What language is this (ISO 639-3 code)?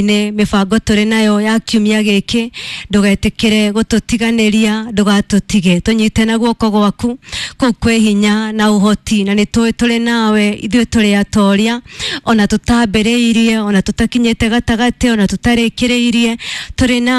kik